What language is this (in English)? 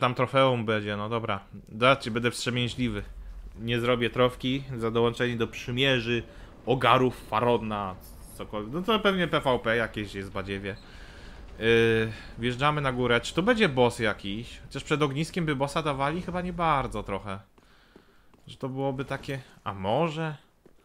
Polish